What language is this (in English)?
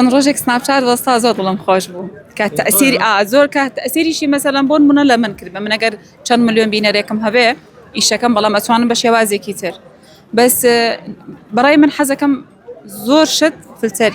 Central Kurdish